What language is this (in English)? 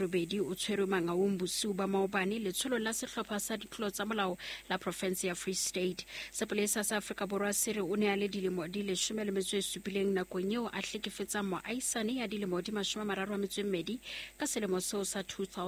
Southern Sotho